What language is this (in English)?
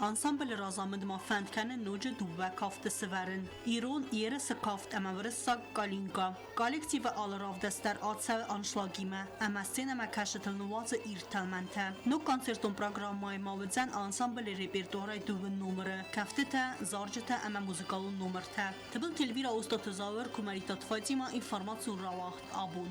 Ossetic